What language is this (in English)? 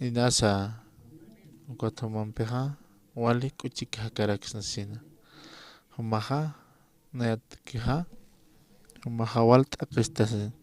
Aymara